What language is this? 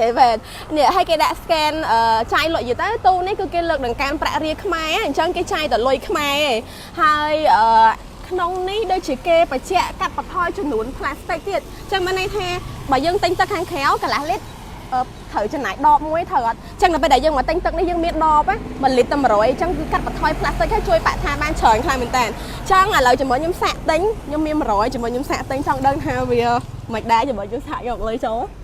Khmer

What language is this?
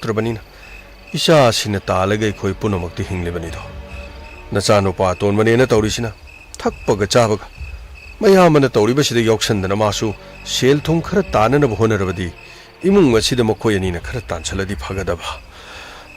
Manipuri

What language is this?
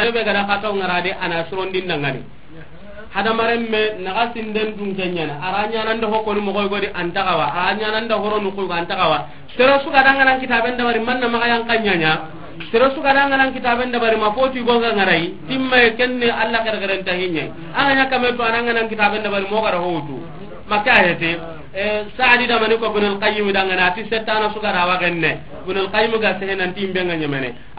Soninke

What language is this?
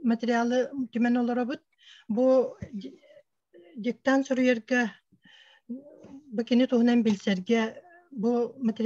Yakut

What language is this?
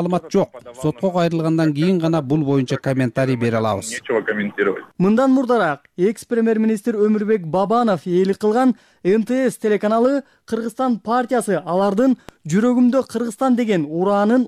Kyrgyz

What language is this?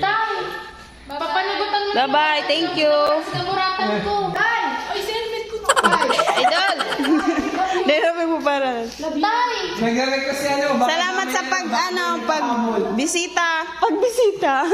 Bikol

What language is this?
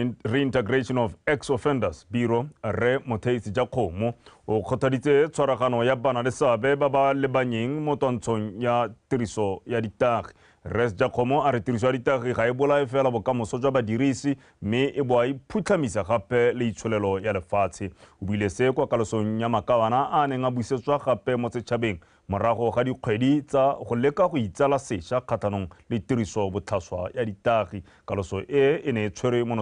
Tswana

